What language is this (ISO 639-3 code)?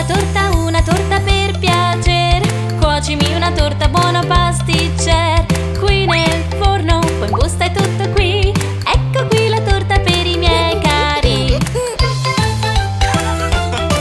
ita